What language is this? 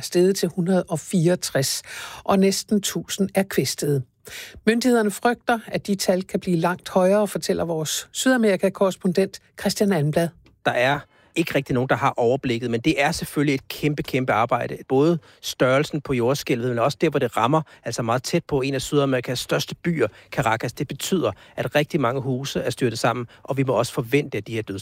Danish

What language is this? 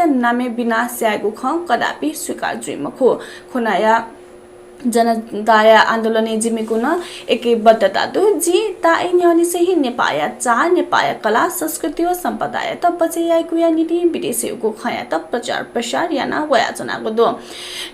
Newari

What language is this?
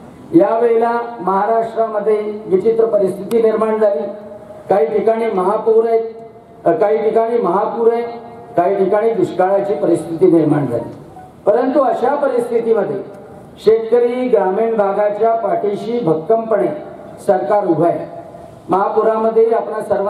Marathi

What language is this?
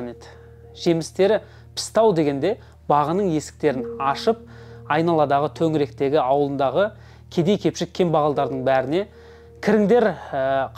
Kazakh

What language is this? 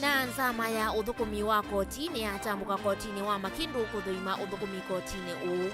Kamba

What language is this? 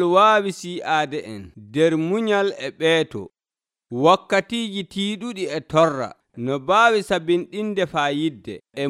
Nigerian Fulfulde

